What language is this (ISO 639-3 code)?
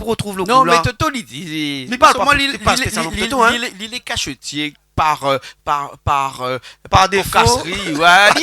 rcf